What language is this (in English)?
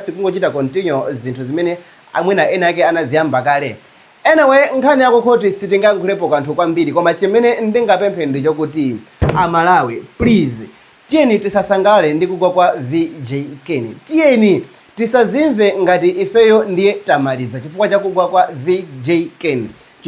Nyanja